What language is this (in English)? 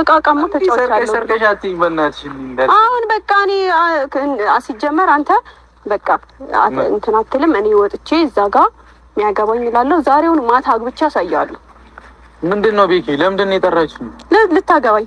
Amharic